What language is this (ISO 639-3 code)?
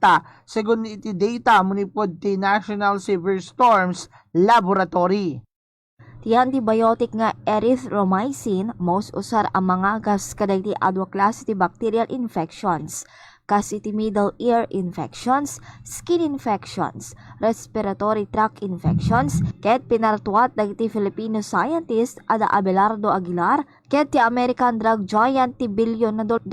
ilo